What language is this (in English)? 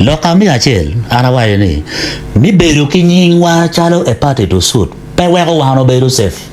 Acoli